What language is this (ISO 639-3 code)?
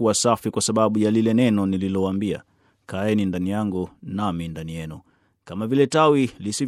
swa